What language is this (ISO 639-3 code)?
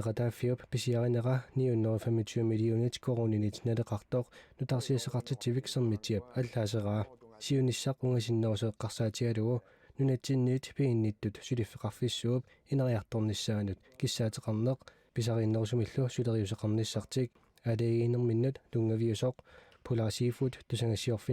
kal